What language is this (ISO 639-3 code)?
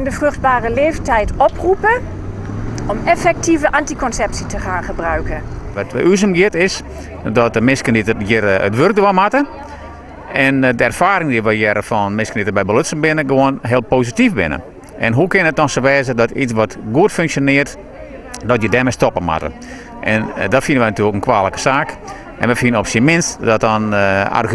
fry